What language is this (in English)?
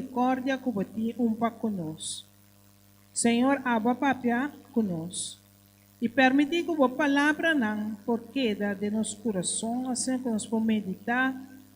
Papiamento